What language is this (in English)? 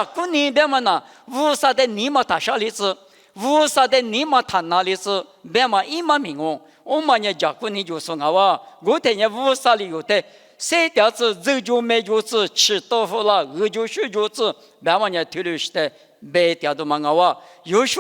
Lisu